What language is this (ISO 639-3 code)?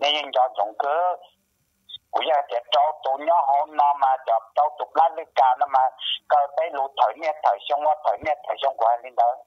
hmn